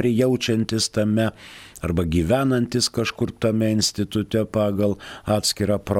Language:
Lithuanian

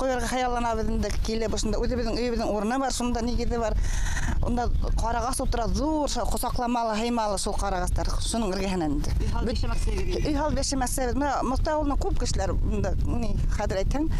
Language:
Bashkir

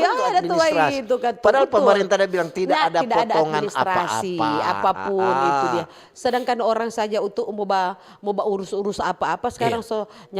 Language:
Manado Malay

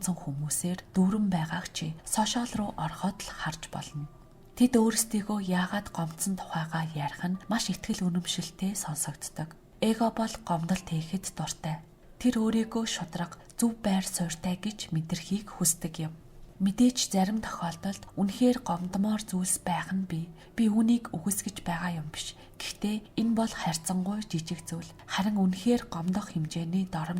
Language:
Mongolian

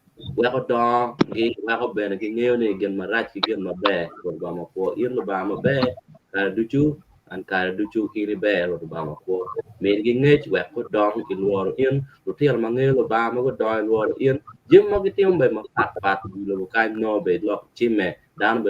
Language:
Acoli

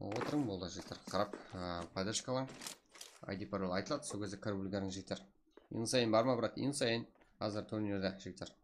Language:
Kara-Kalpak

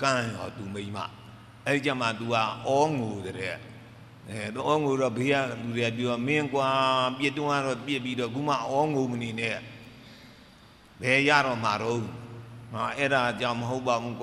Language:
Burmese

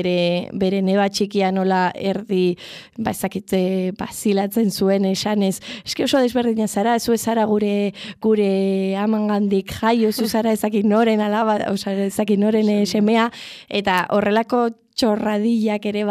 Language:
Basque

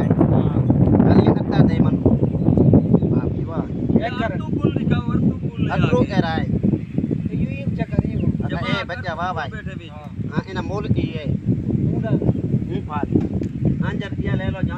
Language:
Saraiki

